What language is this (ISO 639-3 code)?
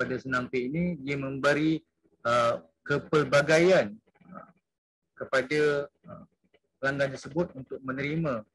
msa